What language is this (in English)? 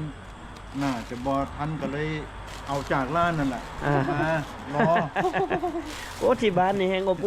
Lao